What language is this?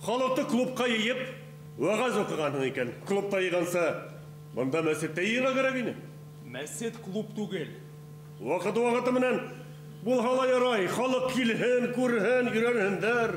Bashkir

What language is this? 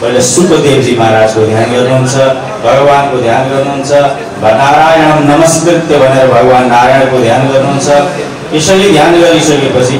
Nepali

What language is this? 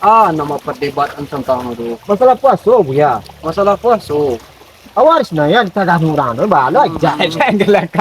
Minangkabau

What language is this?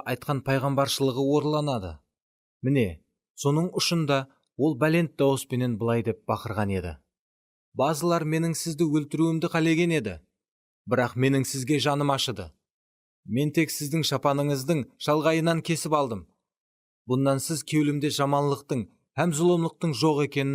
Kara-Kalpak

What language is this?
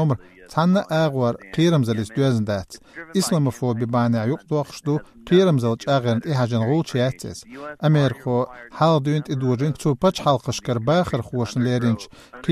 Chechen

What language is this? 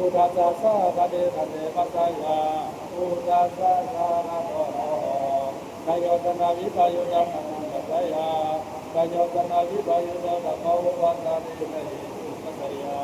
Pali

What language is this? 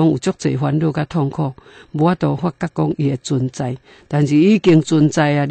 Min Nan Chinese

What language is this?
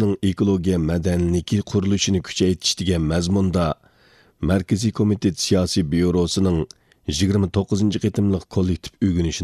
Uyghur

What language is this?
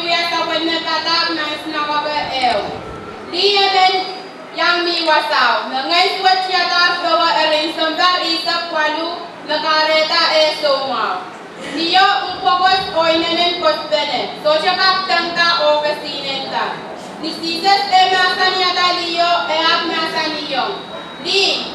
Pohnpeian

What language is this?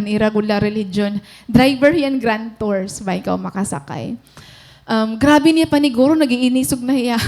Waray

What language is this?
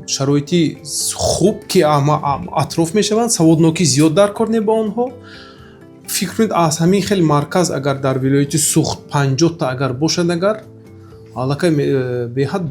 Tajik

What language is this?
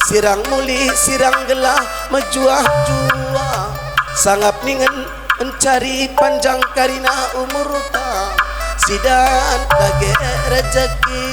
Batak Karo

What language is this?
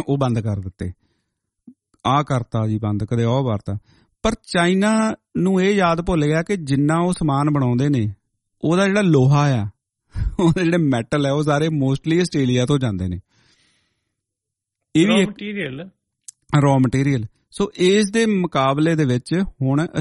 Punjabi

